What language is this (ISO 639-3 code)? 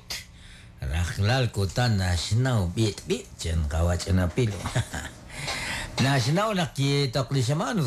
kek